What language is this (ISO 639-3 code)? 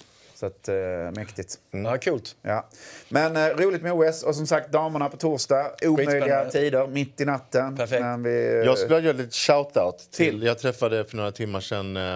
swe